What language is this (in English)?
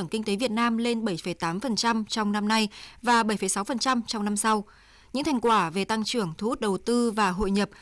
Vietnamese